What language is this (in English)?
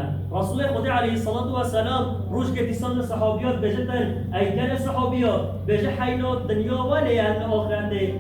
Kurdish